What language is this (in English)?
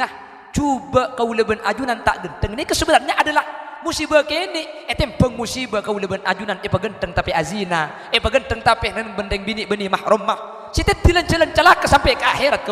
Madurese